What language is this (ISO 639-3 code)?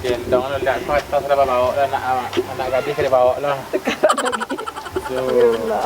min